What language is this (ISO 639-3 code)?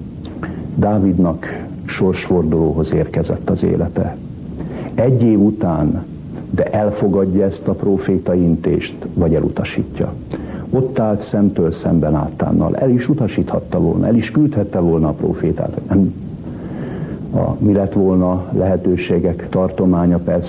hun